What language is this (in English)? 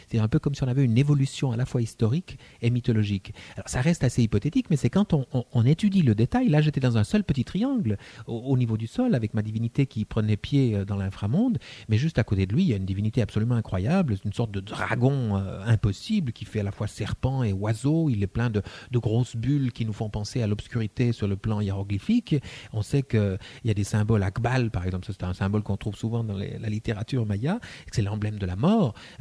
French